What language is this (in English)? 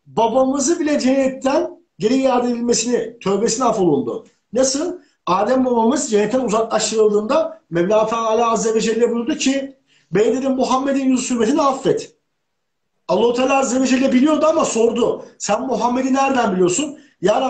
Turkish